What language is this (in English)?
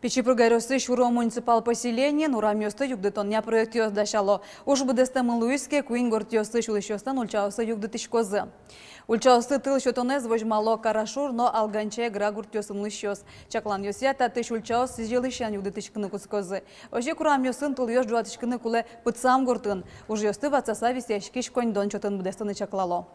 Udmurt